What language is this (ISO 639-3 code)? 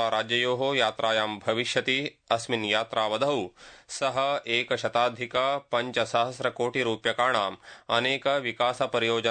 san